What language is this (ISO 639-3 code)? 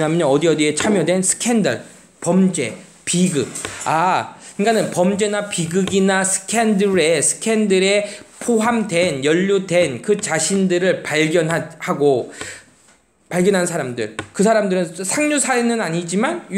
kor